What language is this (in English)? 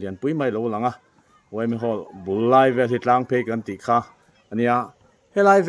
Mizo